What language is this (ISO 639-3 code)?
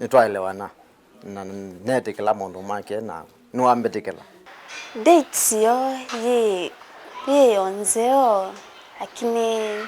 kam